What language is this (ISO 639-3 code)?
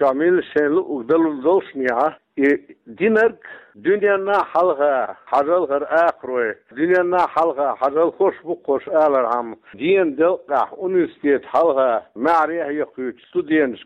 che